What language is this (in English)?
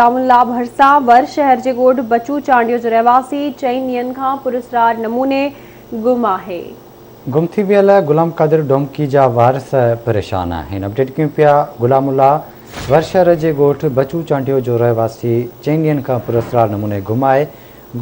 Sindhi